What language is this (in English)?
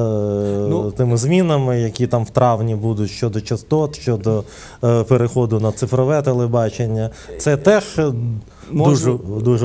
Ukrainian